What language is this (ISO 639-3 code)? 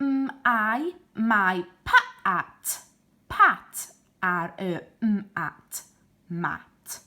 cym